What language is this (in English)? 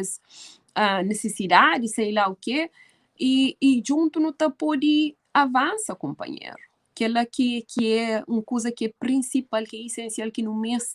Kabuverdianu